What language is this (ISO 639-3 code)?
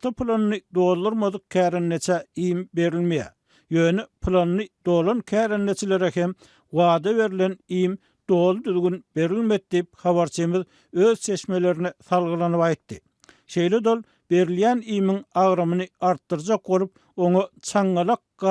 tuk